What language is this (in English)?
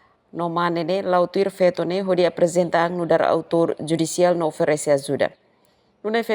Tetum